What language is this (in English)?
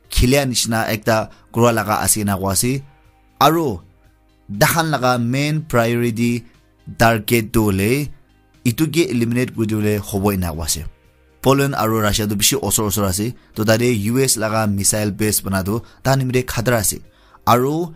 Naga Pidgin